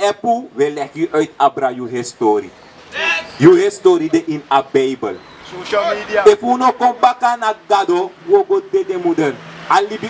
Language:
Sranan Tongo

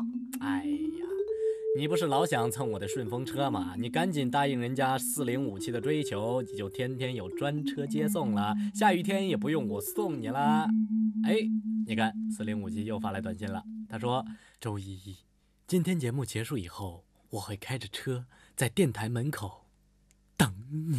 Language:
Chinese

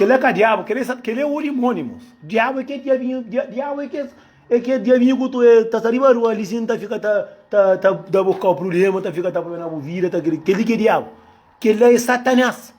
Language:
Kabuverdianu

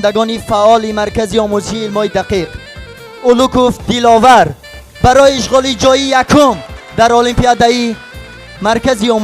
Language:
Tajik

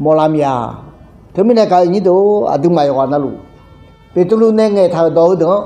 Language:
Akha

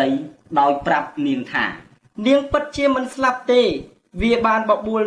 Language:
Khmer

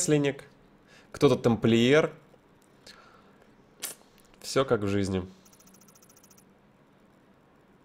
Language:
Russian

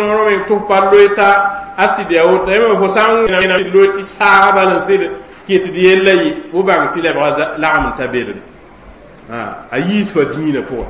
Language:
Mossi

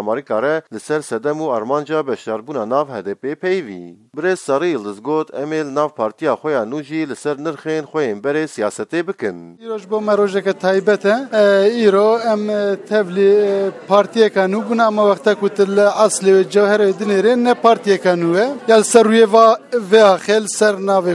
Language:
Kurdish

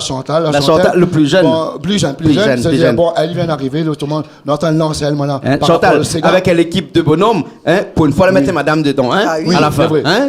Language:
Réunion Creole French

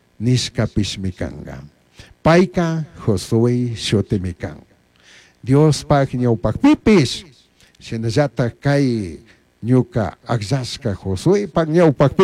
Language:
Chimborazo Highland Quichua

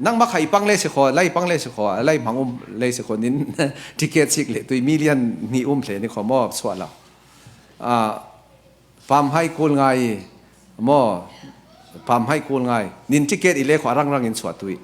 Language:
Falam Chin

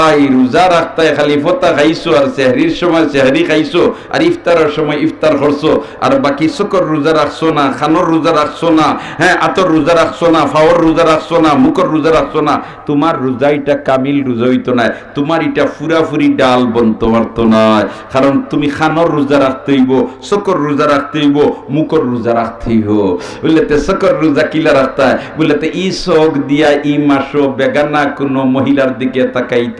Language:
Sylheti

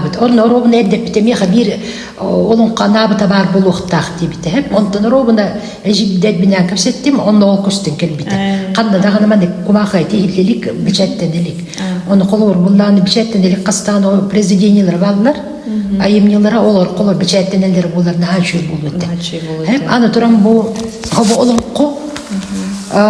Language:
Yakut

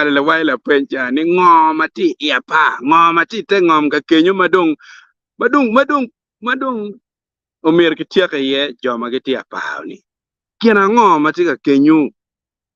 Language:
Acoli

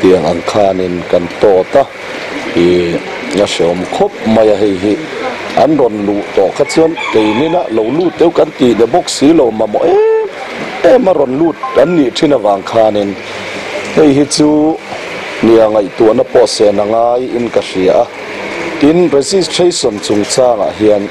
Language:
Mizo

